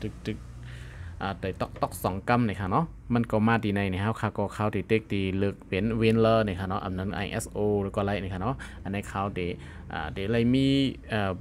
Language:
Shan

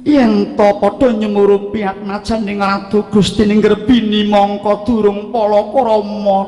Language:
Javanese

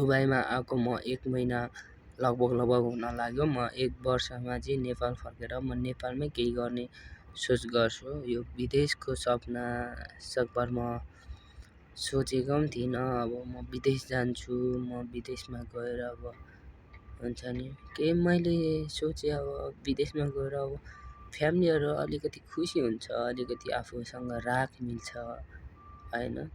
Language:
Nepali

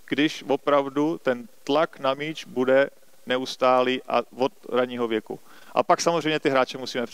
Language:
Czech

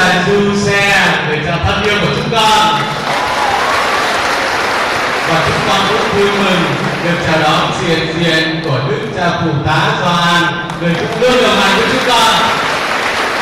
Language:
Vietnamese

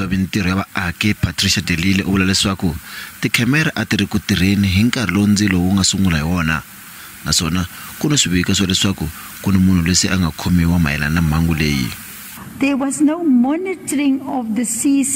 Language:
Tsonga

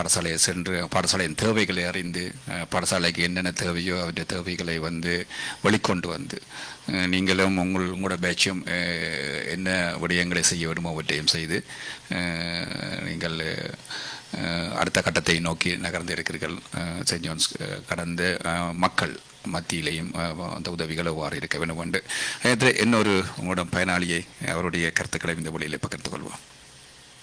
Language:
Tamil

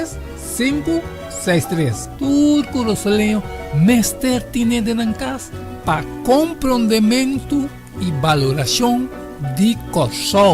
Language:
Papiamento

